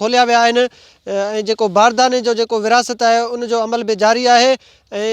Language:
Sindhi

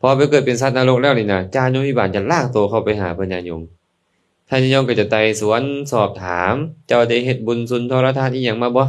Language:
Lao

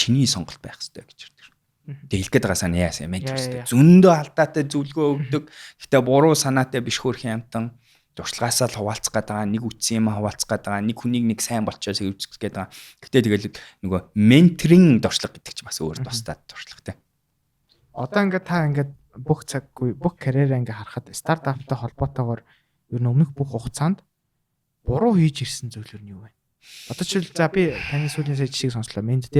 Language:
Mongolian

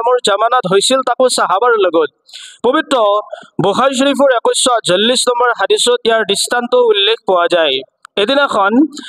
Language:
Assamese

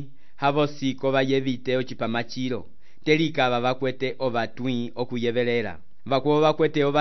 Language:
Umbundu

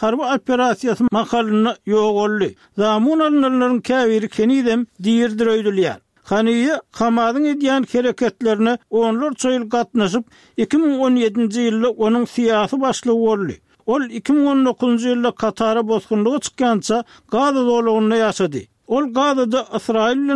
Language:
Turkmen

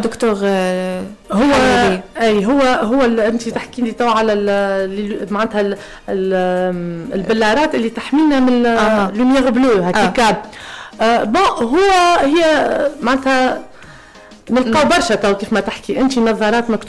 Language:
Tunisian Arabic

